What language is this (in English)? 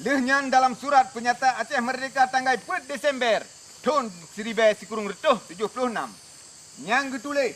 Achinese